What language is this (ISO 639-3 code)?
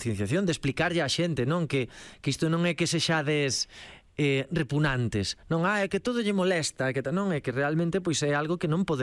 glg